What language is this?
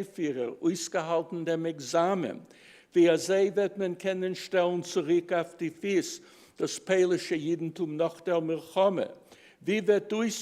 Yiddish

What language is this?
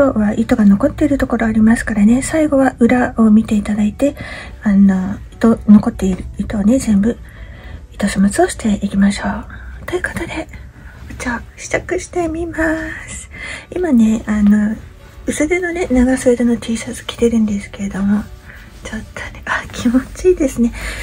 Japanese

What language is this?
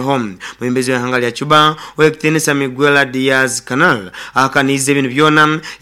Nyoro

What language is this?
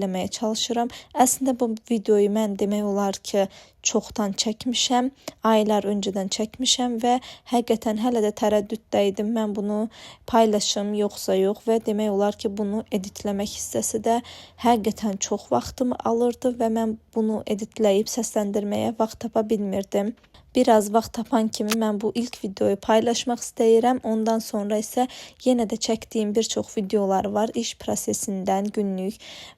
Azerbaijani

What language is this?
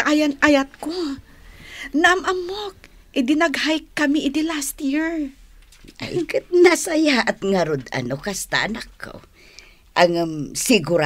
Iloko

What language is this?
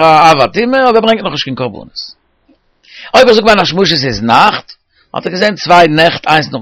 Yiddish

